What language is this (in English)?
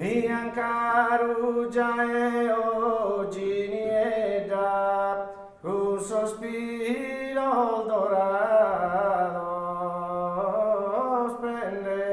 Sardinian